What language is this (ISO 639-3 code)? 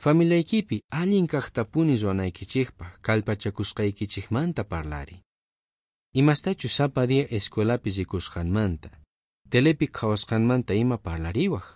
quh